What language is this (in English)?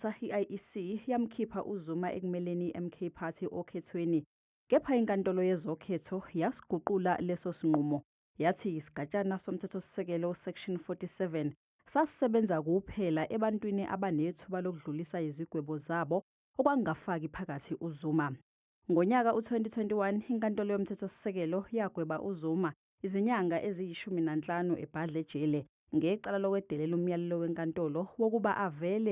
Zulu